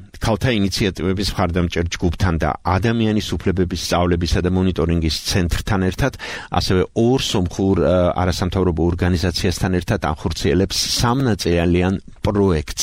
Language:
Georgian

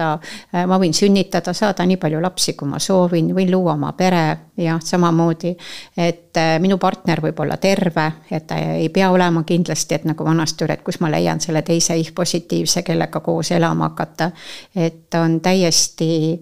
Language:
Estonian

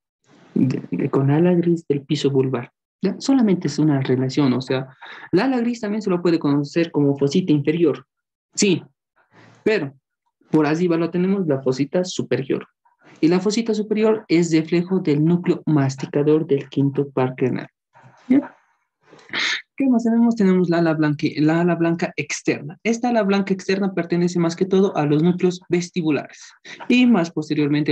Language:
Spanish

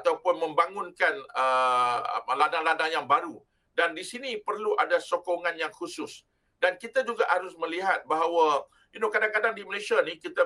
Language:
Malay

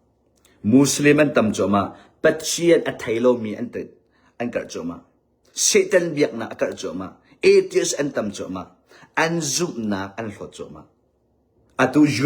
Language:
Hakha Chin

